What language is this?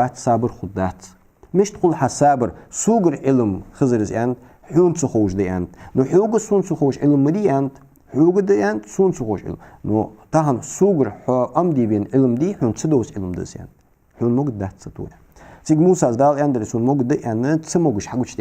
Ingush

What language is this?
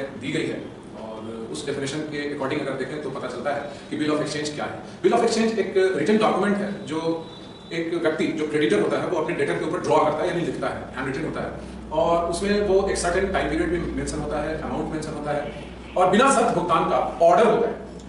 Hindi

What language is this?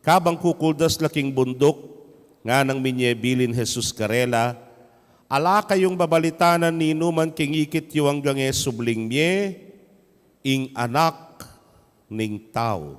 Pampanga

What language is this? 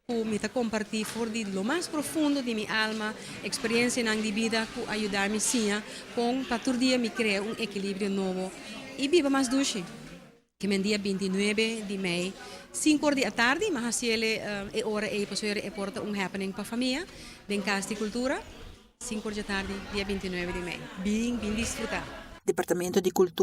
Papiamento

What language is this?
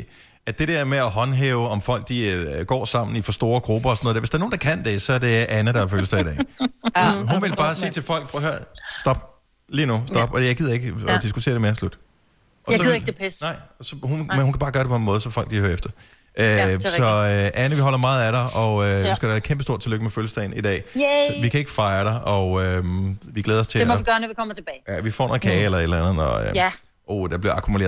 Danish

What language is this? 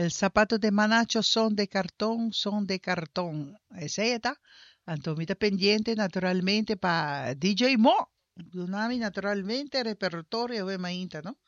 Papiamento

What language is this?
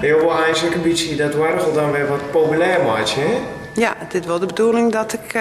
Western Frisian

